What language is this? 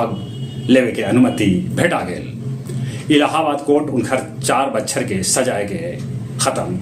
Magahi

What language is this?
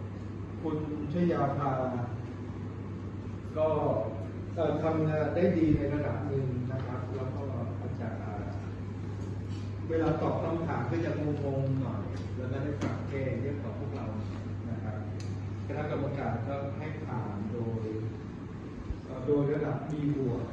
Thai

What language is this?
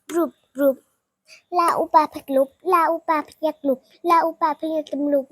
Shan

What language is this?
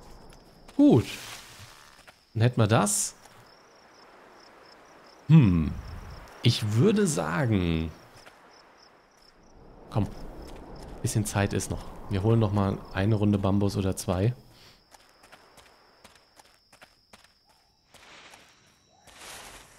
German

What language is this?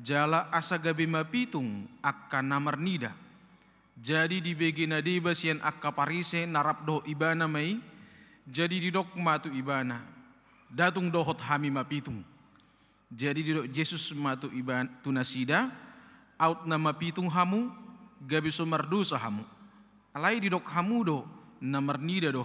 Batak Toba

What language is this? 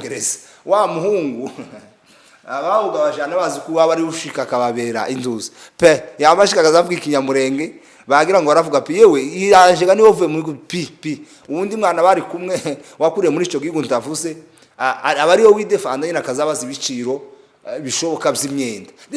Kinyarwanda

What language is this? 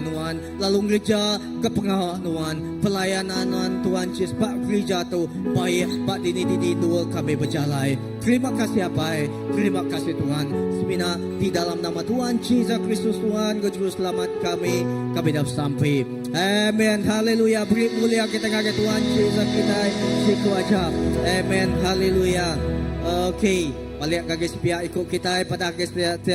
Iban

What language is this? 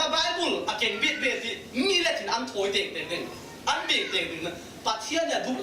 Falam Chin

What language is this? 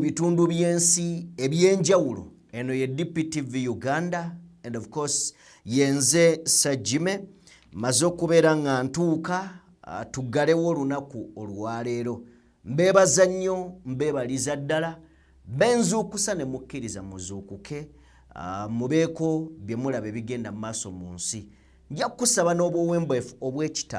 Ganda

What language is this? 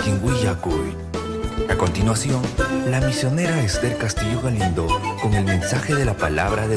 Ayacucho Quechua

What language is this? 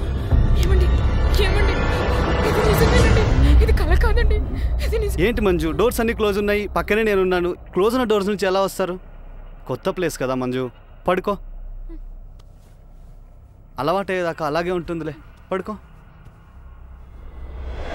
Telugu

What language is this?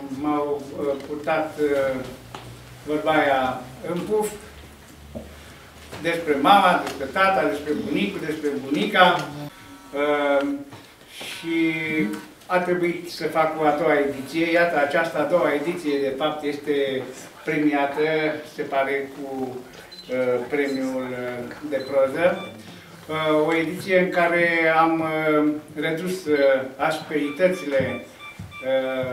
Romanian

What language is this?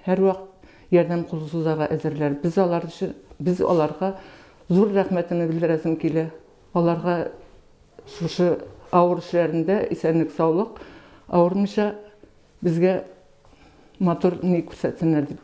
Bashkir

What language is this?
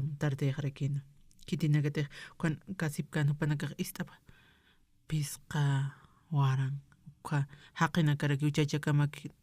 Aymara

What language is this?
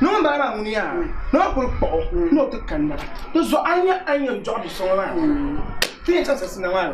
Dagbani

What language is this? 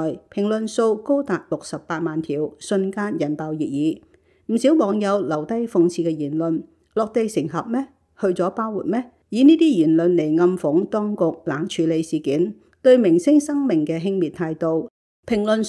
Cantonese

